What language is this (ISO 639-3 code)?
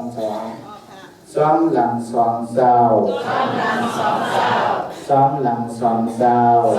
shn